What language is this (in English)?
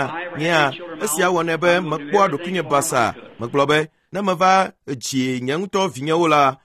Ewe